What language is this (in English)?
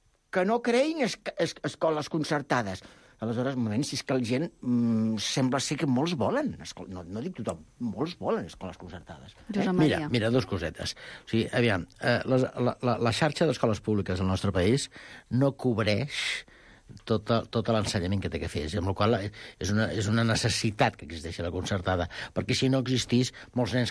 Catalan